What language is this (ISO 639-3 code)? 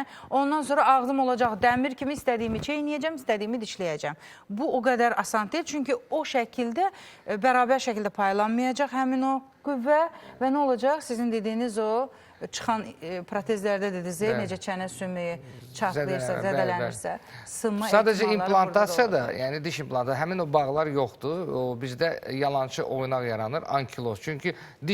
aze